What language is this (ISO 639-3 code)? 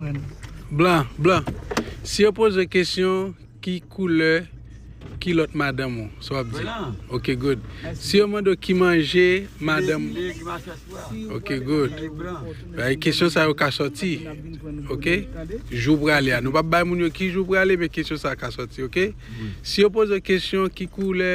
hat